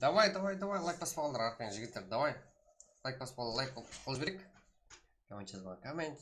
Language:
Kara-Kalpak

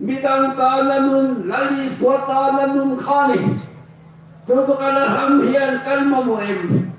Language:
Hmar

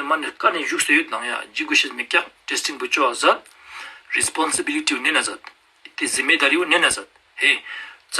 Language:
Ladakhi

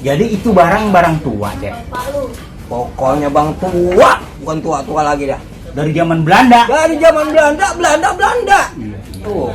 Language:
Betawi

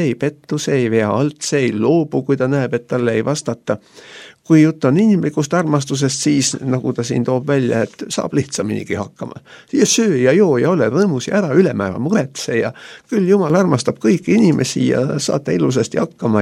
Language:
Estonian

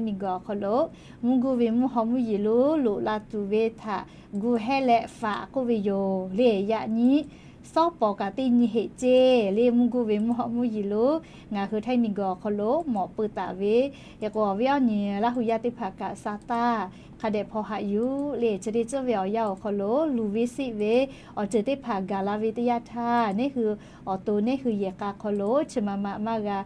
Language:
Lahu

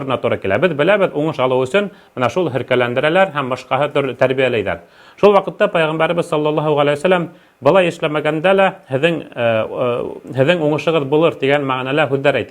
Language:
Bashkir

